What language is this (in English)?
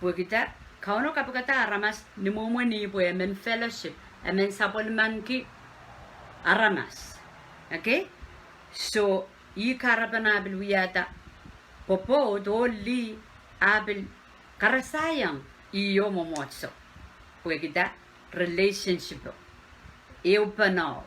Pohnpeian